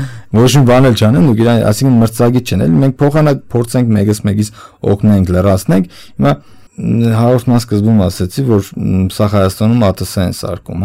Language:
Armenian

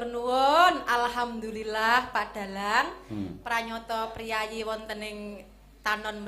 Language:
Javanese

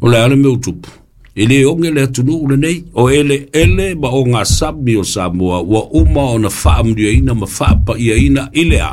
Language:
Samoan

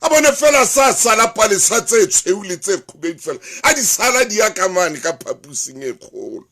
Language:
Southern Sotho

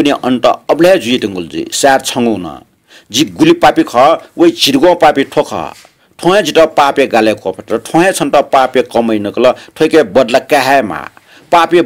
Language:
Newari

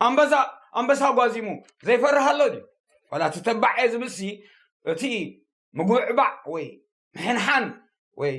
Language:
Tigrinya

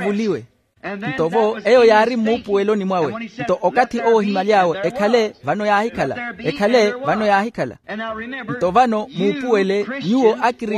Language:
Makhuwa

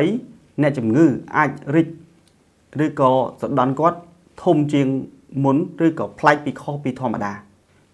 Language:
Khmer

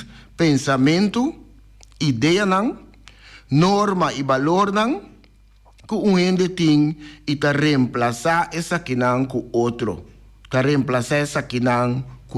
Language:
Papiamento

